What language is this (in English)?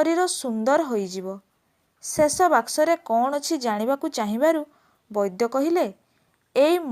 Odia